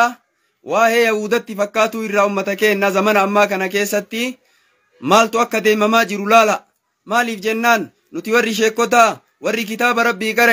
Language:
Oromo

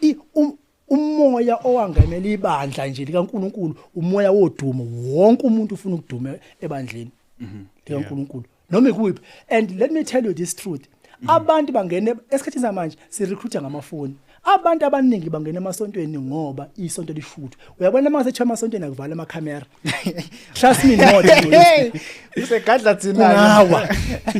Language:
Zulu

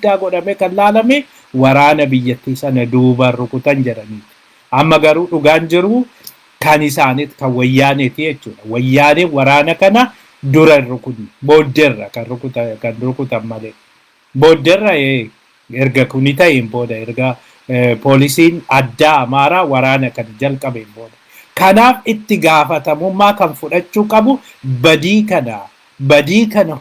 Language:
Oromo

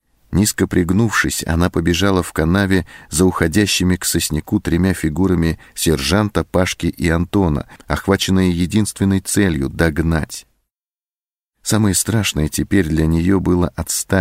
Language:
Russian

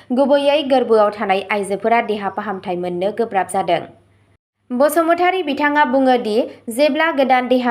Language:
Bodo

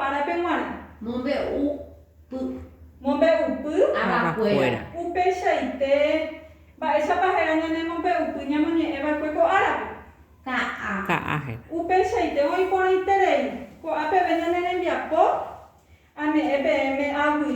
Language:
Guarani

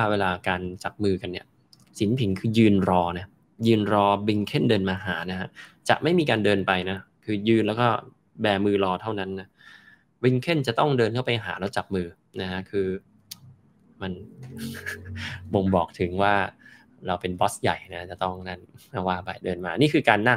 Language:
Thai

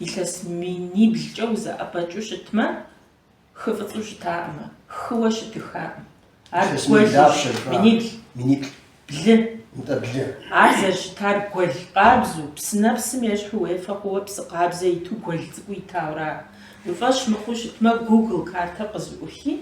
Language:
Kabardian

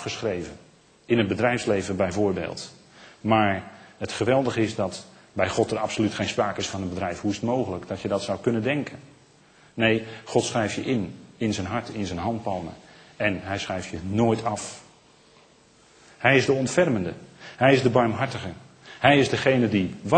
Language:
Dutch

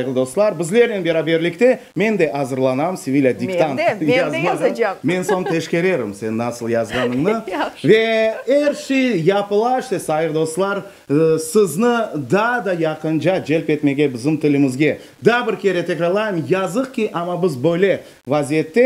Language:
Crimean Tatar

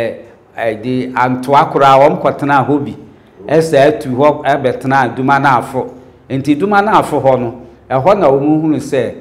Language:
Akan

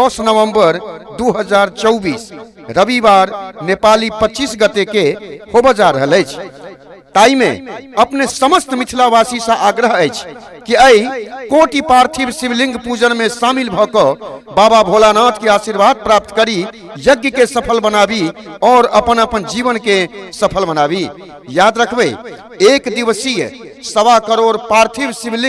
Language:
Maithili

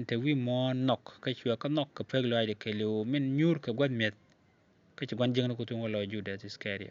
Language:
Nuer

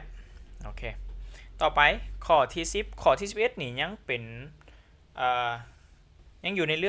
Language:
Lao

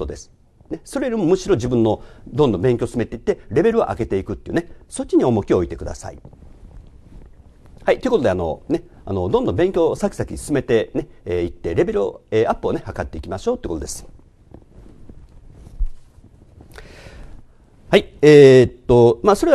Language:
Japanese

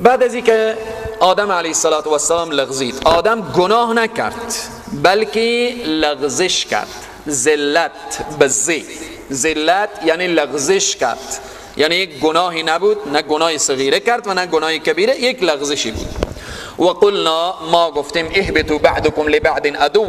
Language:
Persian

